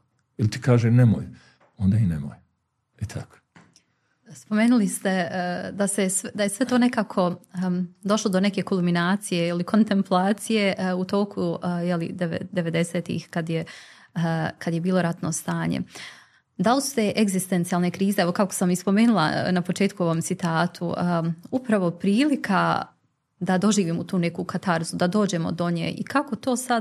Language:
Bosnian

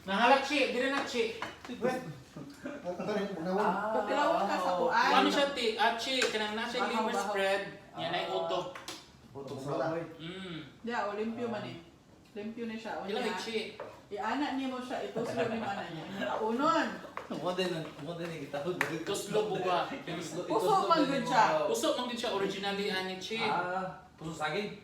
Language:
Cebuano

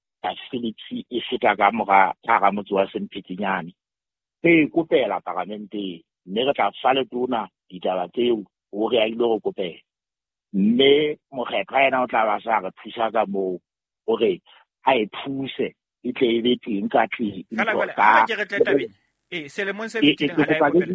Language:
Southern Sotho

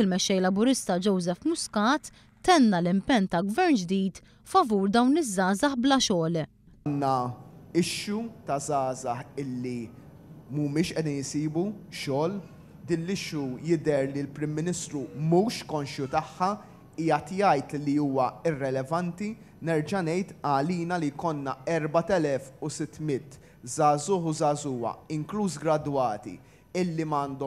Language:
Maltese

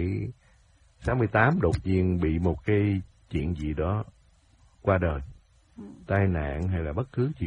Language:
Vietnamese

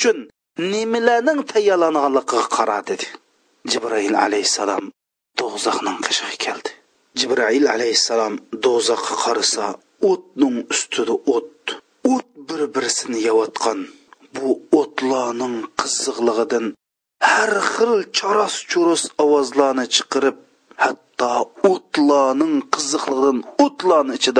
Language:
Uyghur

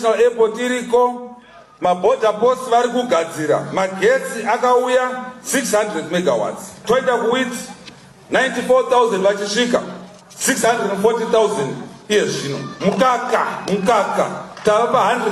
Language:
Shona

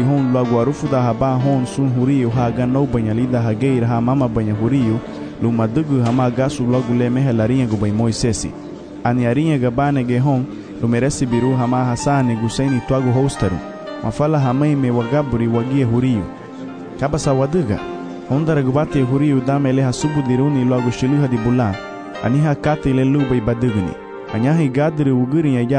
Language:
Garifuna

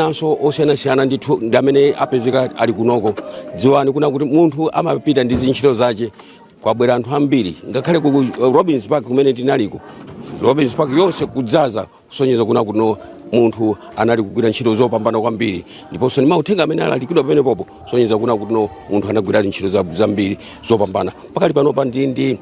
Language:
Nyanja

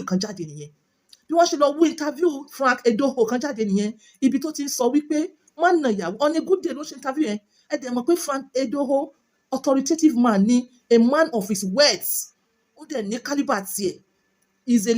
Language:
Yoruba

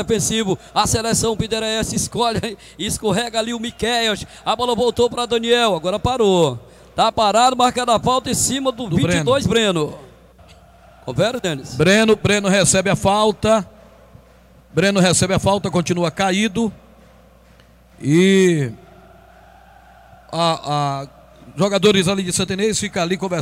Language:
Portuguese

